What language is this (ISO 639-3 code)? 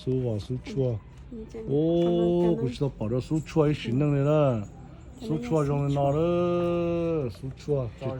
hmn